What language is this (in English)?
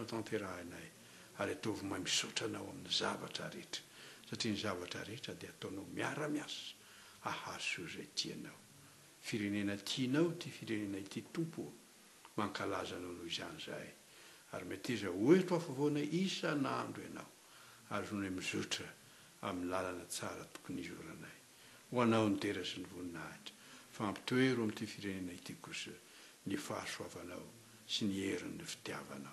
Malagasy